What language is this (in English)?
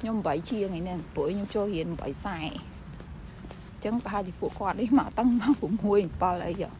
Khmer